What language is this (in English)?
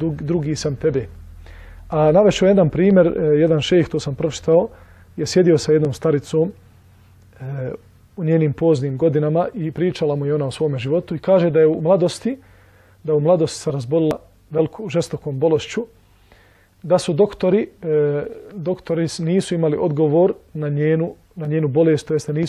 Bosnian